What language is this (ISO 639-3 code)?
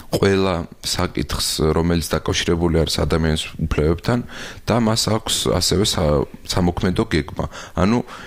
kat